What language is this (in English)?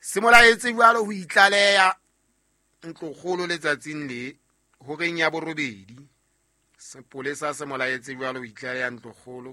Southern Sotho